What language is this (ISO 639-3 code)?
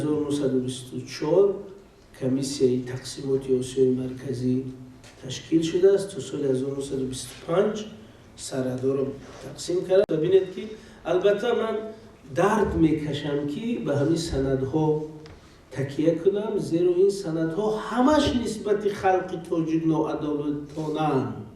tgk